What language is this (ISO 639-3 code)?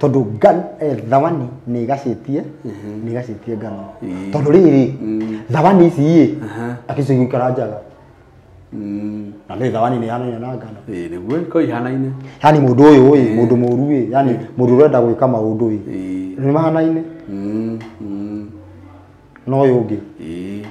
kik